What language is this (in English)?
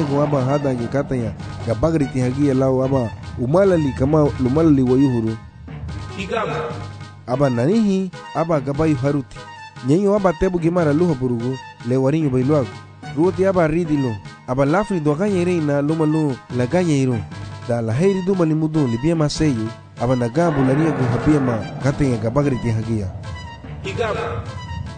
Garifuna